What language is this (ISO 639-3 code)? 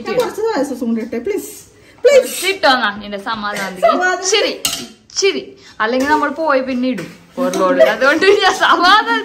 mal